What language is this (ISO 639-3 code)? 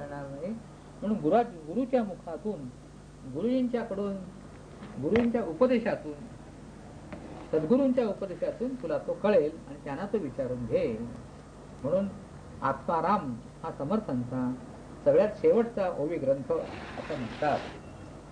mar